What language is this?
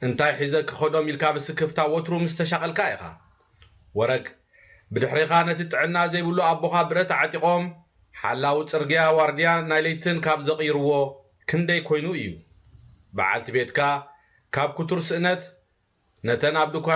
Tigrinya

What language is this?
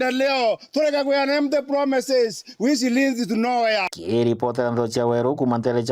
Meru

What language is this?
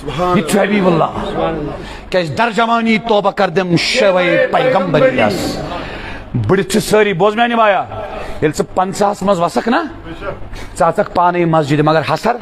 Kashmiri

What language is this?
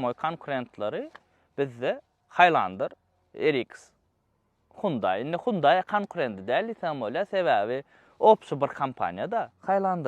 Turkmen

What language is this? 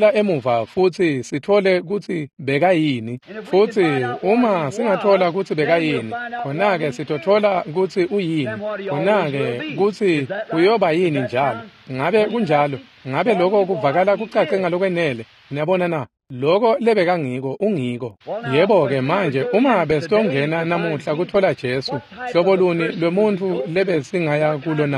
Swati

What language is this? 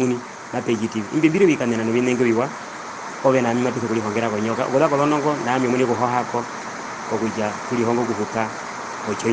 Herero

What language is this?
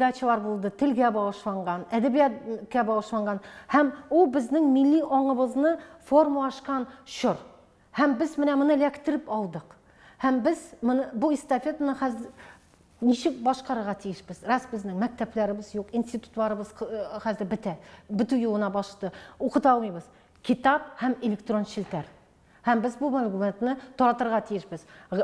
Tatar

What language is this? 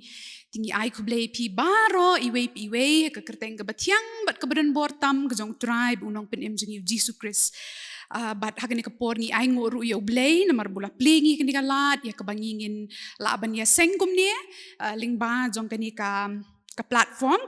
Khasi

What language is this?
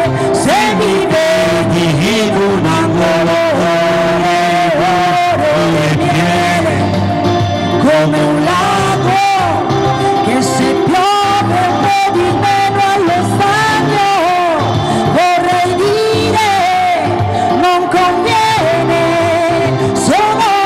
Italian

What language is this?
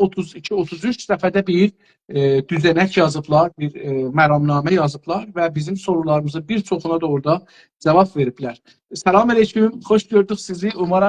South Azerbaijani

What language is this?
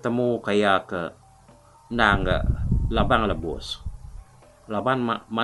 Iban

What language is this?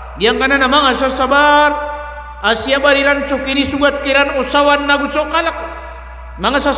Maranao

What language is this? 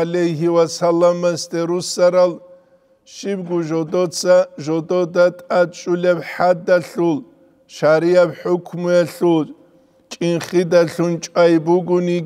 Avaric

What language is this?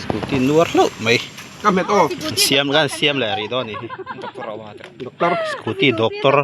Mizo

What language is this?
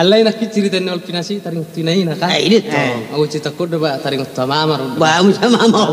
Batak Toba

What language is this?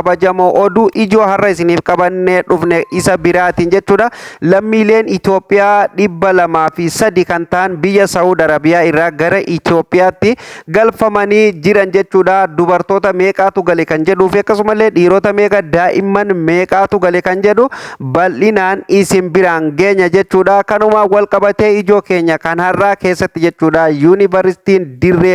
Oromo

